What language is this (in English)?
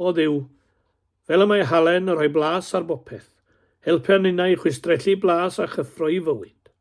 Welsh